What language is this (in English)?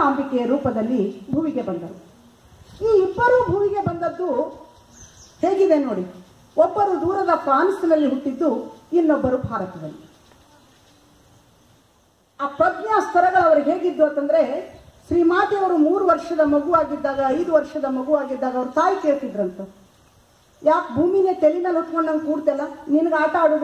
Kannada